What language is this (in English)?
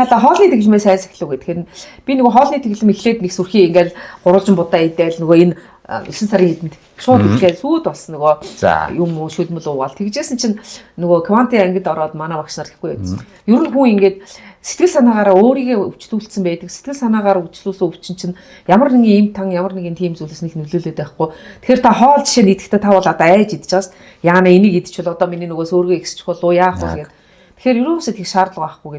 Mongolian